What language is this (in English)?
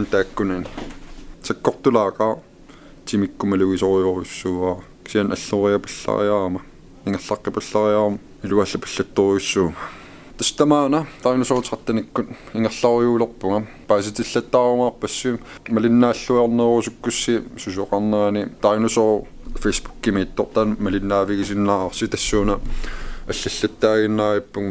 Kalaallisut